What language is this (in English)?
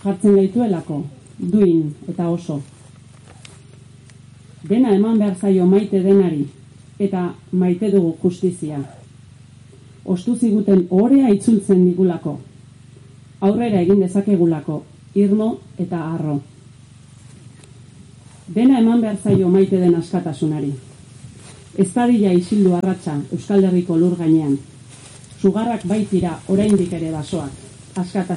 Basque